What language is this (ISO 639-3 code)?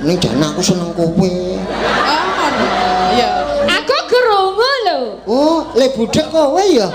jav